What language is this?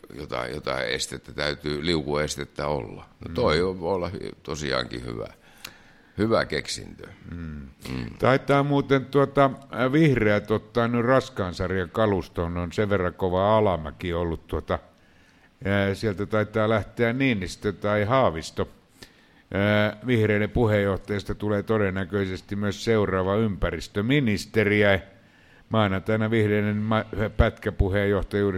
Finnish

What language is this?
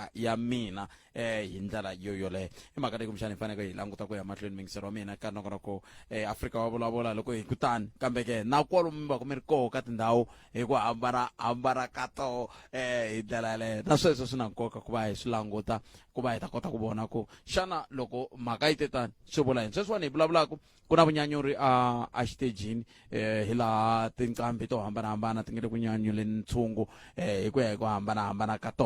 Tsonga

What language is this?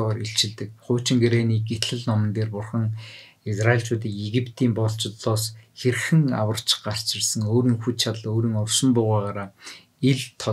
Mongolian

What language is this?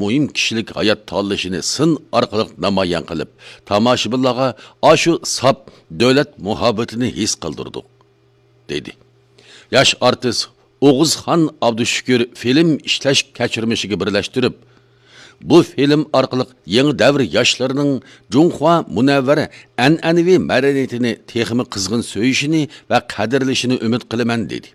Uyghur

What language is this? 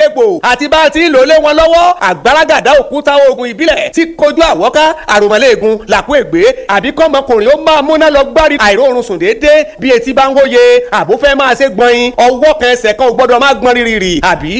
Yoruba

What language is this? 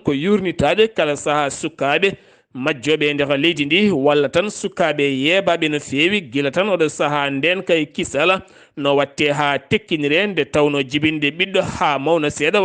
Fula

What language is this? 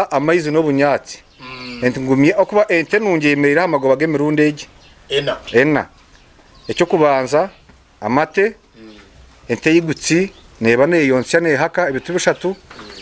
Nyankole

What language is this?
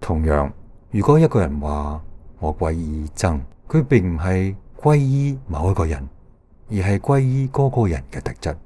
Cantonese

